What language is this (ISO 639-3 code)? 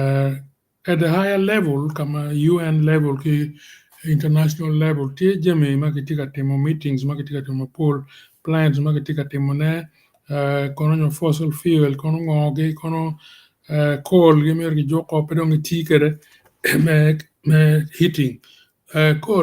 ach